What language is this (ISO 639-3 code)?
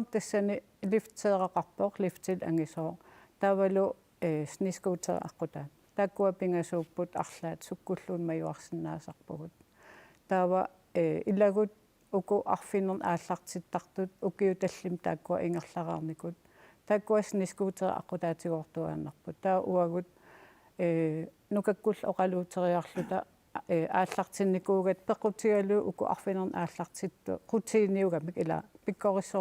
kal